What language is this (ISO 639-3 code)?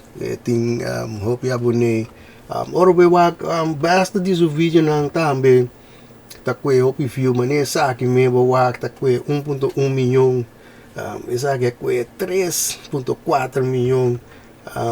pap